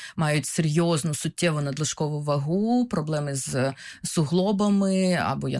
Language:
Ukrainian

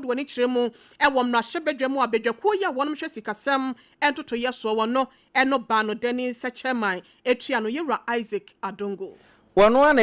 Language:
Akan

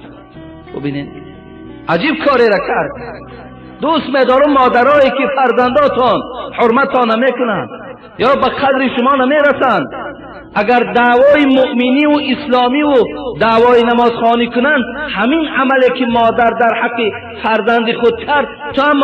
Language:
Tajik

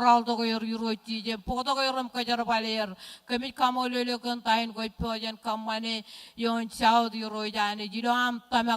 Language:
Marshallese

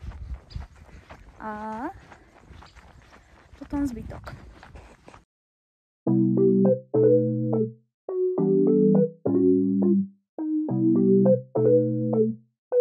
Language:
Slovak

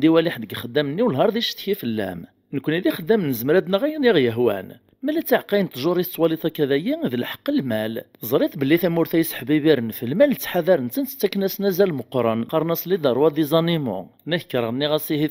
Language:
Kabyle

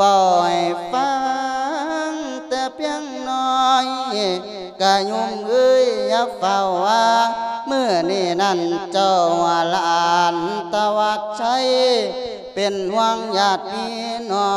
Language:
Lao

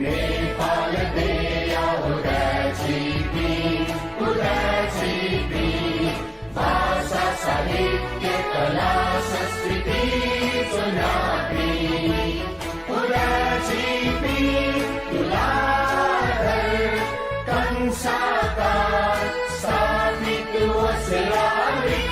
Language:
Newari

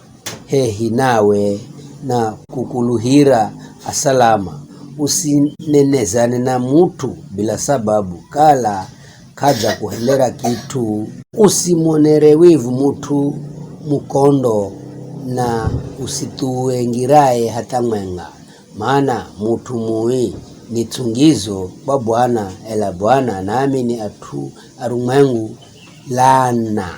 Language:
Giryama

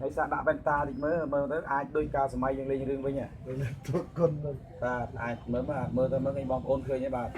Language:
Khmer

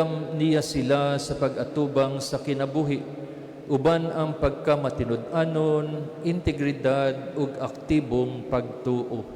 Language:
Cebuano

